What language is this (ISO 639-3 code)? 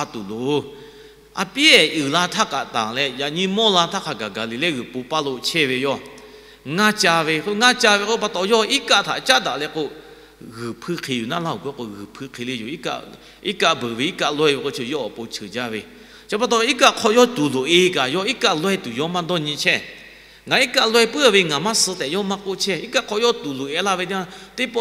lhu